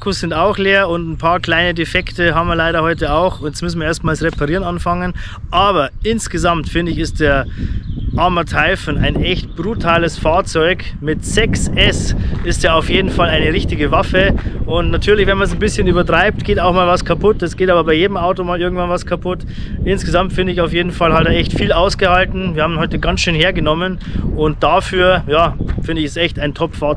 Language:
German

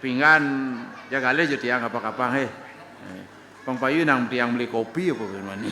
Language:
Balinese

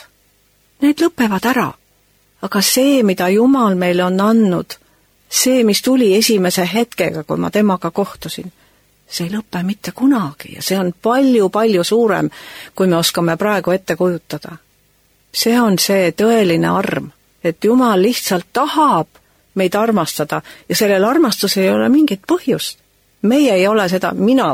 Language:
Estonian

